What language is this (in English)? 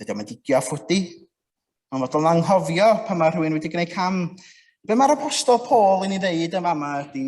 Welsh